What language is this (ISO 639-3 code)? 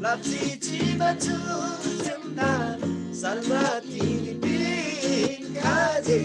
taj